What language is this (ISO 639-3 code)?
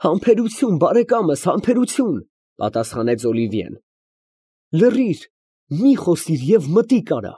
hye